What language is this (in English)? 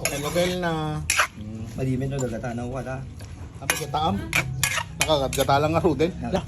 Iloko